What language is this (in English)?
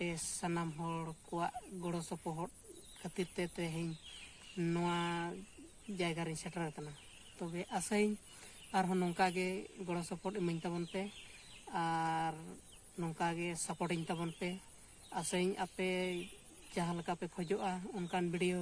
Santali